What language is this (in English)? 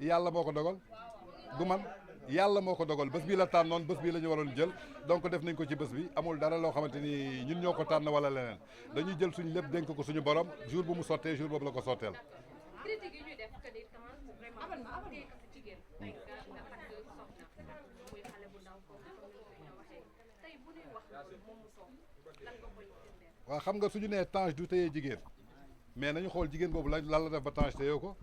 Wolof